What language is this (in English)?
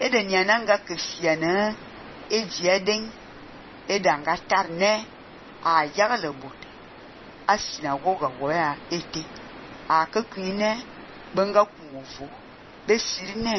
Fang